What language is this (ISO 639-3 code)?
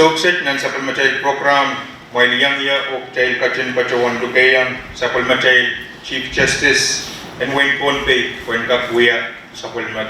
pon